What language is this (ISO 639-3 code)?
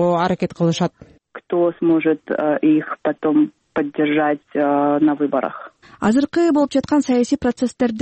kir